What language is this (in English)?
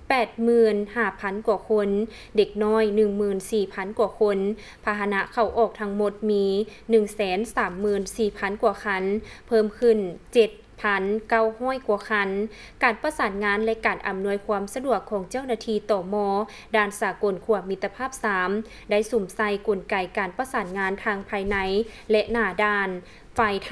Lao